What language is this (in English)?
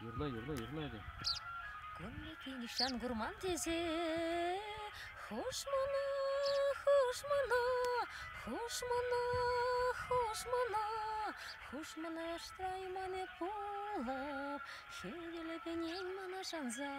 Chuvash